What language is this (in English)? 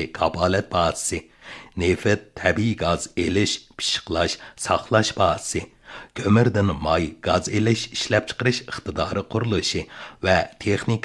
Uyghur